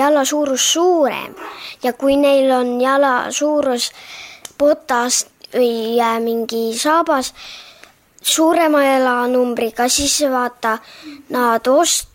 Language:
Estonian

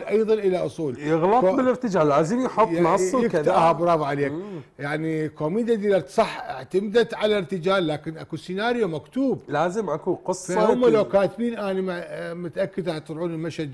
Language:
Mesopotamian Arabic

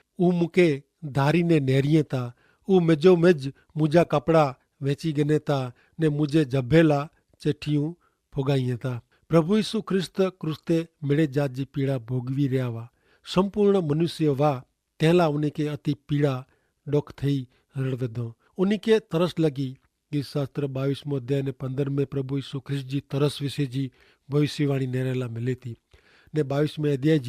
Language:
Kachhi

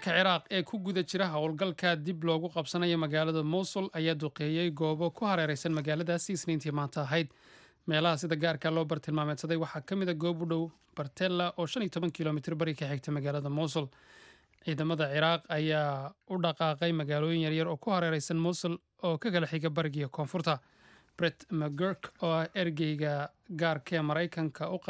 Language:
Somali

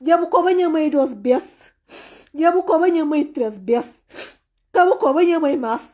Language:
Kabuverdianu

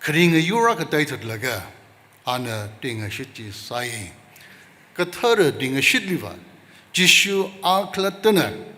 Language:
Tangkhul Naga (India)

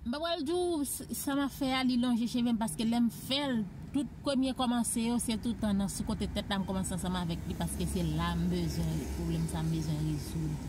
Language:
Haitian Creole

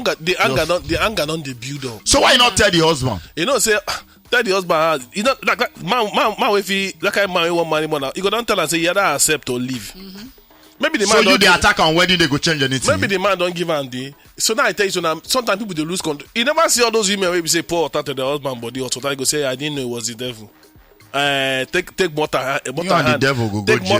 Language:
Nigerian Pidgin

